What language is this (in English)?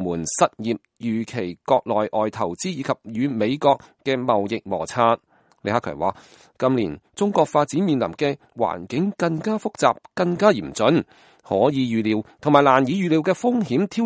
Cantonese